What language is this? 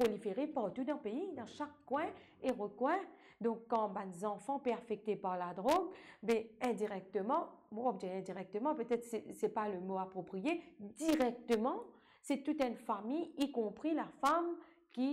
Morisyen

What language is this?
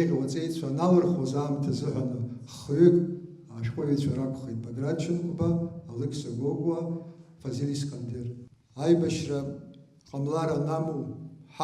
Abkhazian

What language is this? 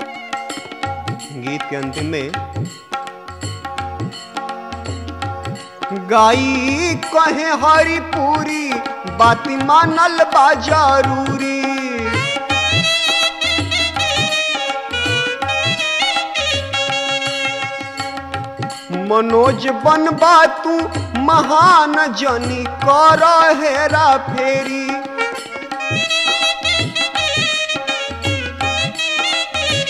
Bhojpuri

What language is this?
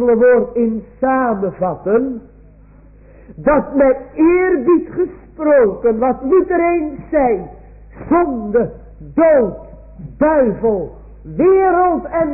Dutch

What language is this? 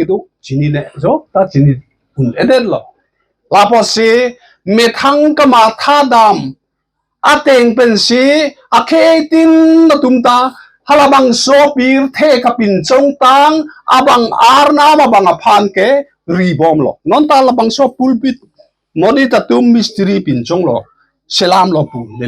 Karbi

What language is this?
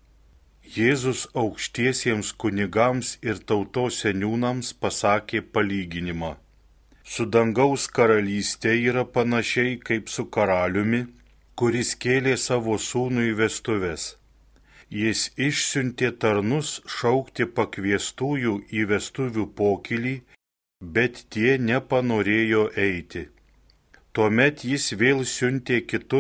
Lithuanian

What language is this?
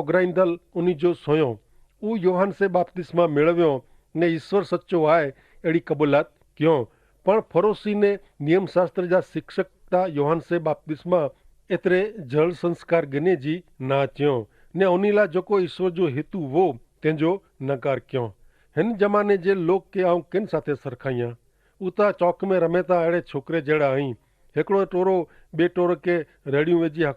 Kachhi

